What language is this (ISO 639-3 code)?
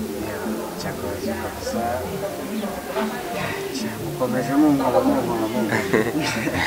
kin